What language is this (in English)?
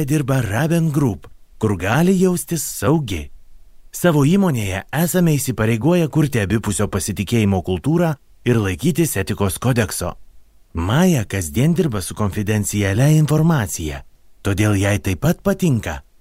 Lithuanian